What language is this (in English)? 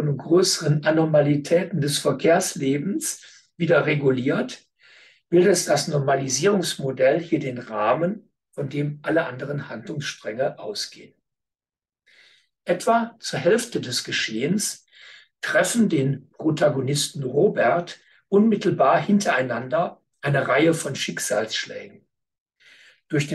German